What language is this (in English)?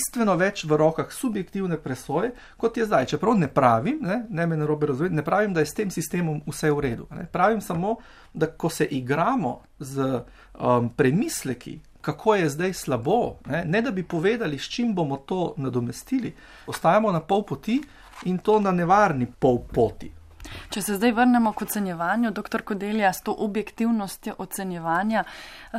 Slovenian